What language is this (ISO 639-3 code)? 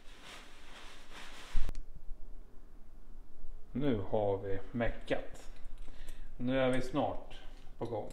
swe